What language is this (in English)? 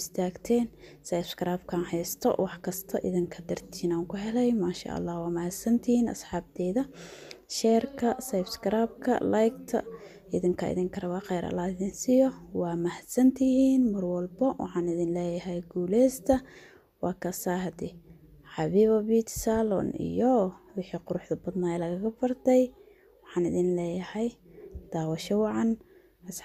Somali